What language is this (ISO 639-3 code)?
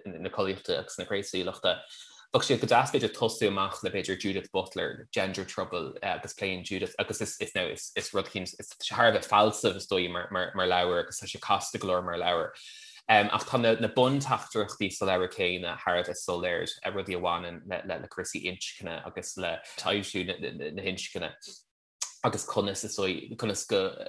gle